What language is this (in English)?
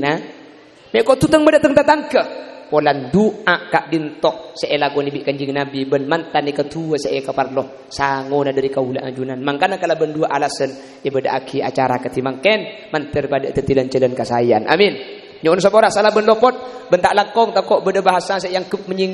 Madurese